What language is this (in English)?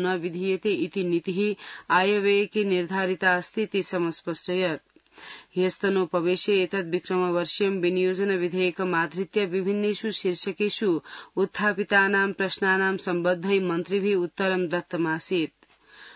Sanskrit